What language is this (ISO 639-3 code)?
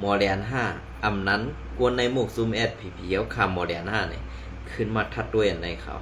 shn